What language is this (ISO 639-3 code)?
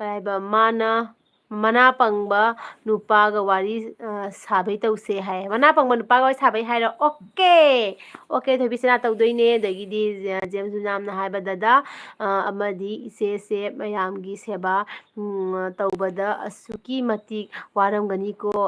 mni